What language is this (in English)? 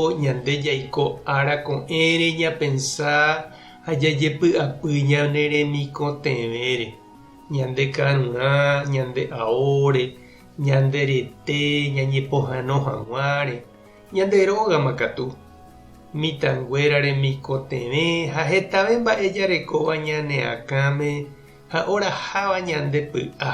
Guarani